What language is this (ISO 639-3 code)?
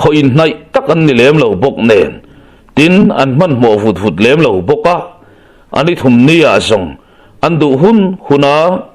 lus